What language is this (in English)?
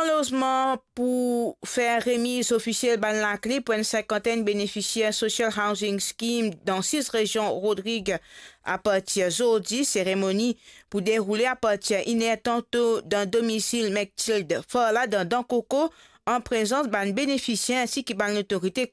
Morisyen